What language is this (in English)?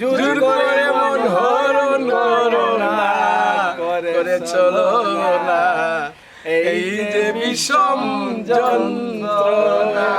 Sylheti